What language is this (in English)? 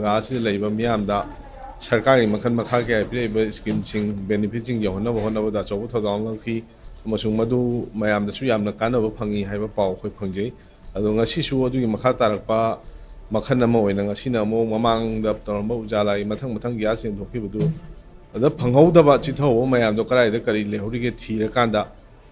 Manipuri